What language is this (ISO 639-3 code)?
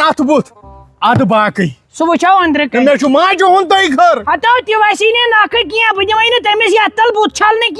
kas